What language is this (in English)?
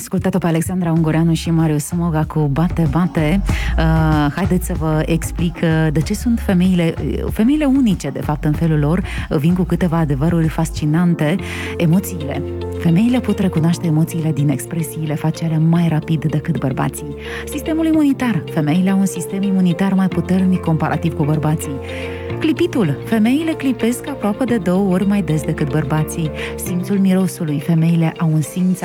Romanian